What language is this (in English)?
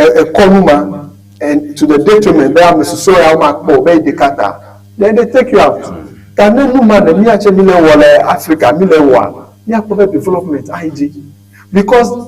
Ewe